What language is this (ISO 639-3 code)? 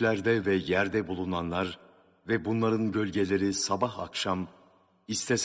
tur